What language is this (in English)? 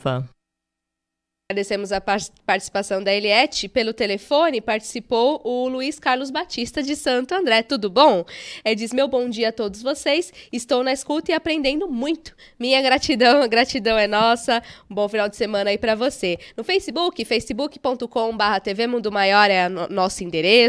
Portuguese